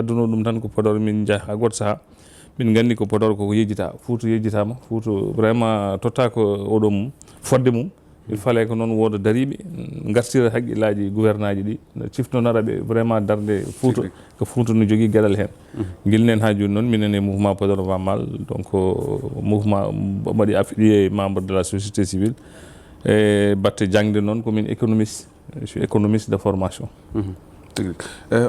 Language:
Fula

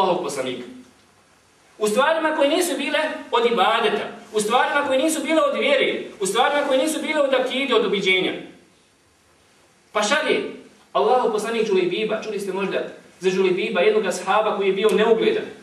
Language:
Bosnian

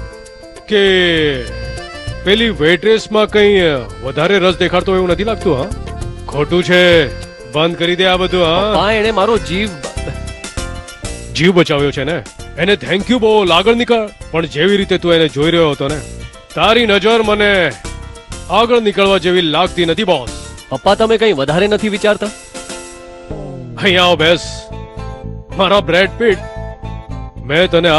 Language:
Gujarati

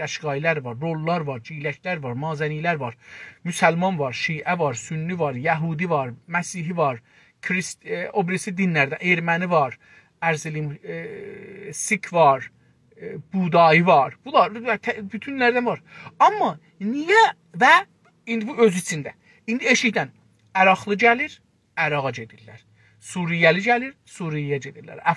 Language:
South Azerbaijani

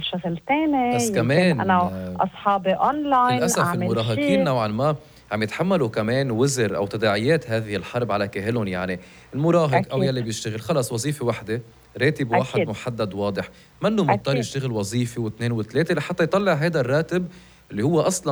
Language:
North Levantine Arabic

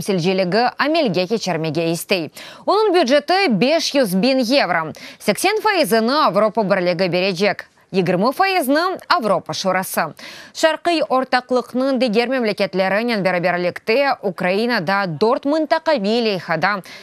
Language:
Crimean Tatar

